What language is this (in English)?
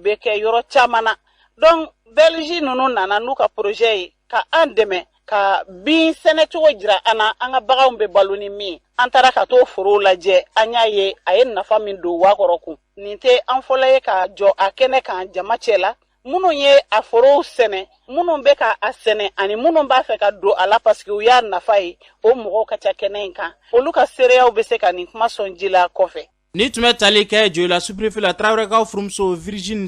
Bambara